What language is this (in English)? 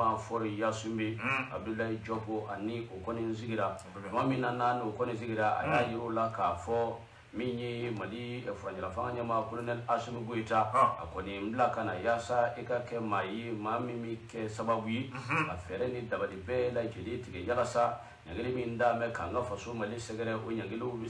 Bambara